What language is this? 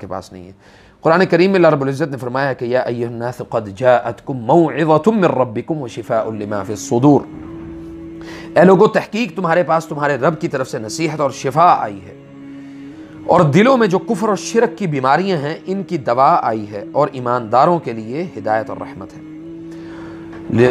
Urdu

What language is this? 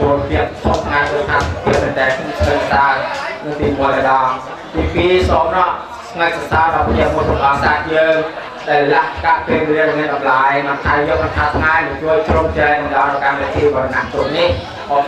Khmer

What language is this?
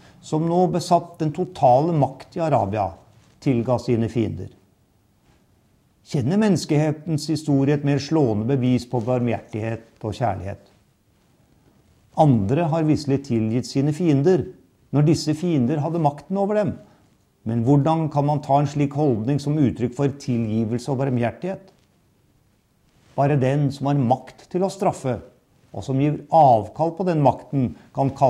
Norwegian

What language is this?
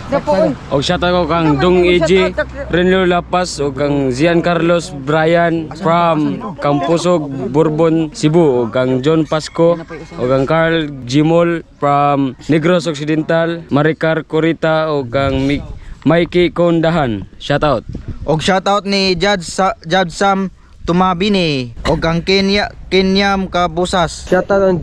Cebuano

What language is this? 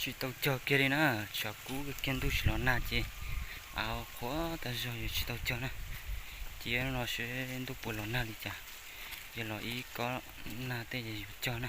Hmong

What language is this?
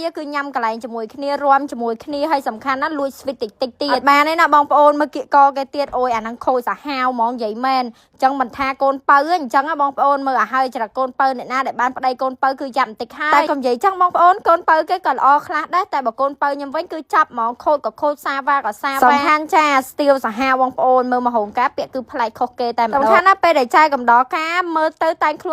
Khmer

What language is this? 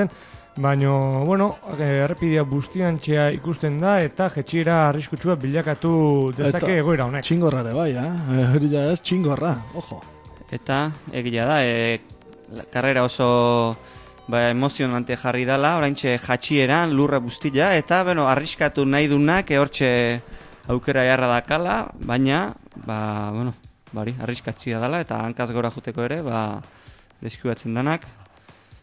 Basque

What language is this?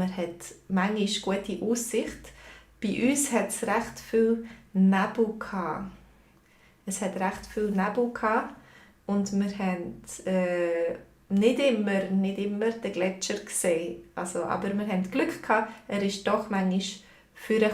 Swiss German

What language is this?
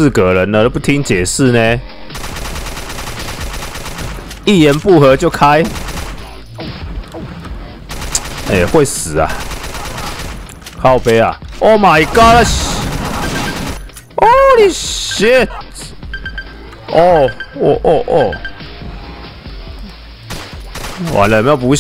Chinese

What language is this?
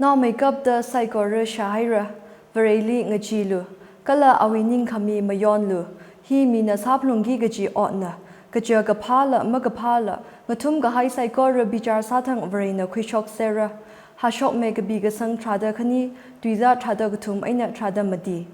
Tangkhul Naga (India)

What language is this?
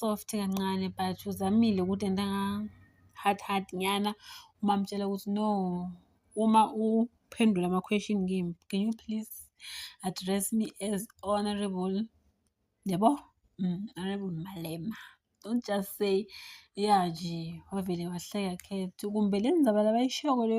Zulu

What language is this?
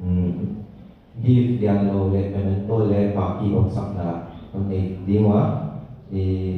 Tedim Chin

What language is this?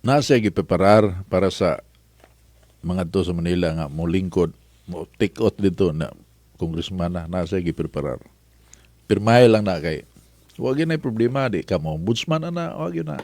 Cebuano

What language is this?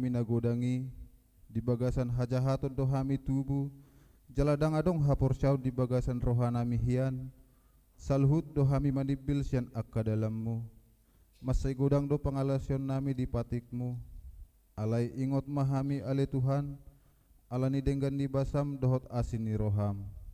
Batak Toba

